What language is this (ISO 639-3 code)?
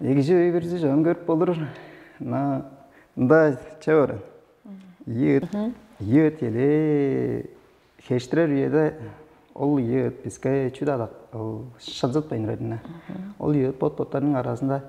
tyv